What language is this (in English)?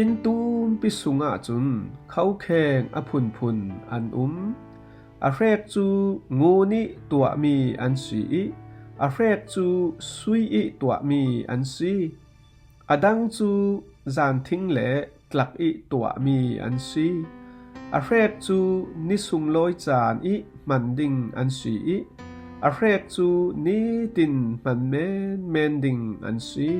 Falam Chin